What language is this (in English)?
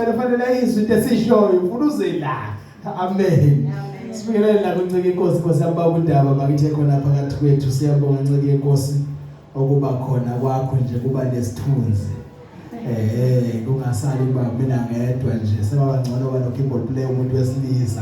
Zulu